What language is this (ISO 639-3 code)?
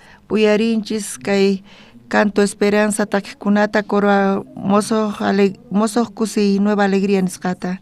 quh